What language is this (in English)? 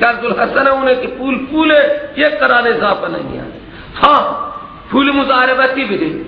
Persian